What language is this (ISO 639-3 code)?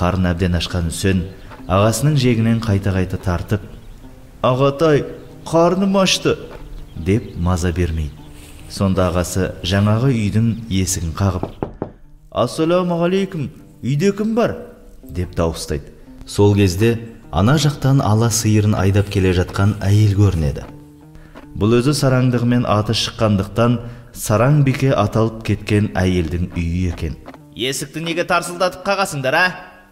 kaz